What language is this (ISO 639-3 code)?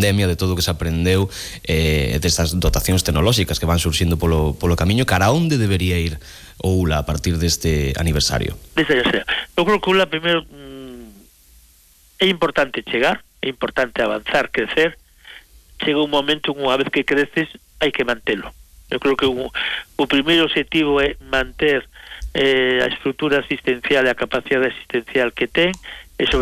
glg